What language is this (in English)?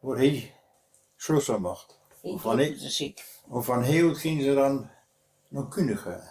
Westphalien